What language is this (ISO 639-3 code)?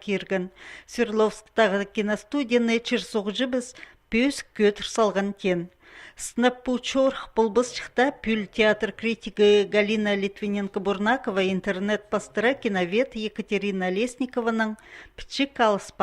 kjh